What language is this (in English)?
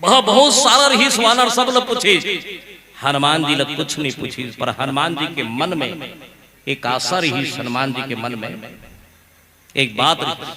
Chhattisgarhi